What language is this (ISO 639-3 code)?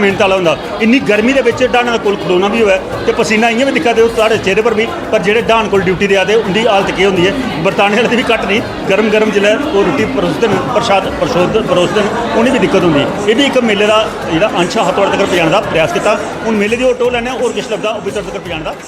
doi